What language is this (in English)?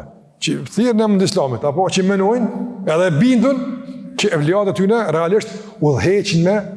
Albanian